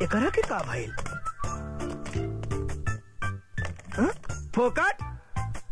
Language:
Bhojpuri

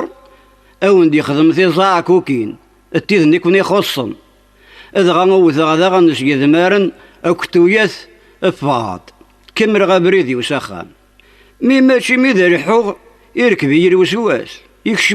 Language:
Kabyle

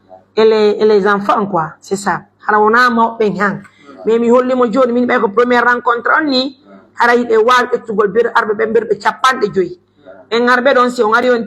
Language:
Pular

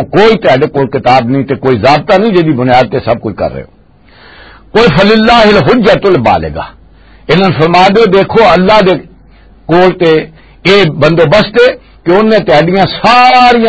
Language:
Western Panjabi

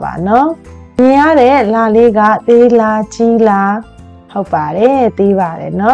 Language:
Burmese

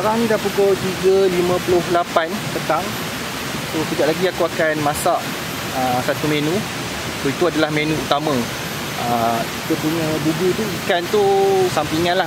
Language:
Malay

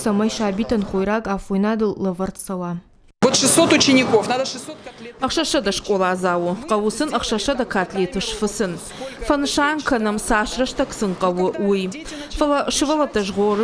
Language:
Ossetic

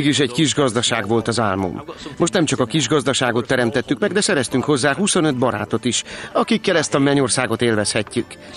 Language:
Hungarian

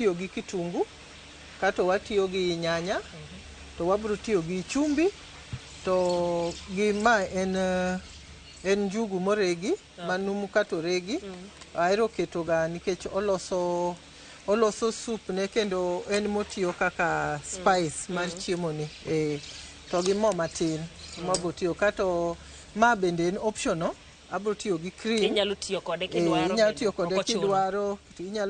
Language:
Luo (Kenya and Tanzania)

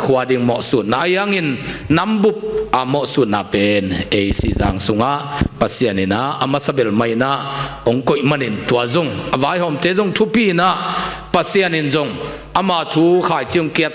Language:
Tedim Chin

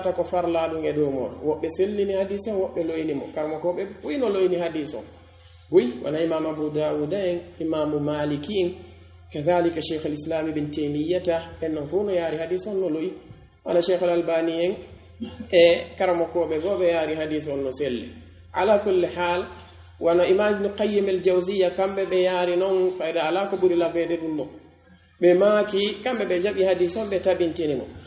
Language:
Pular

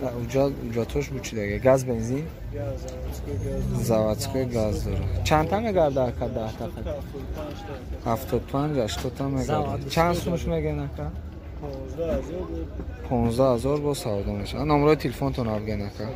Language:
Tajik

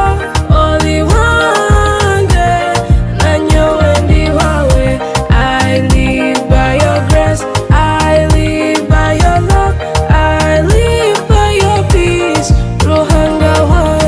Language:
Nyoro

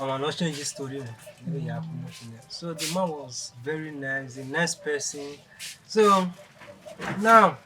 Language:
Bini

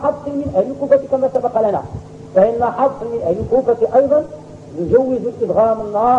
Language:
Arabic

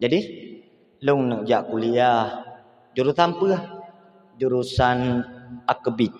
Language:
Achinese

